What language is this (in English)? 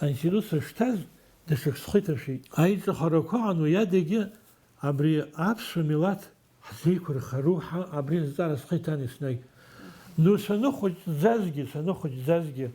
Abkhazian